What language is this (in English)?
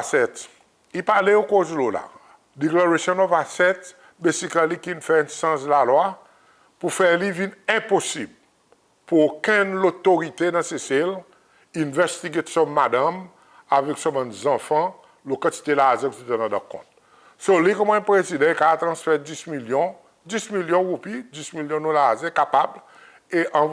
Seselwa Creole French